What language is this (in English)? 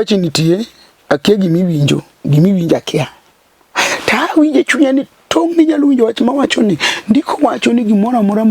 Luo (Kenya and Tanzania)